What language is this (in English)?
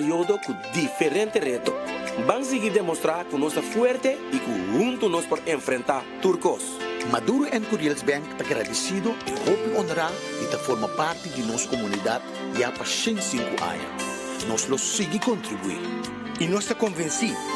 Papiamento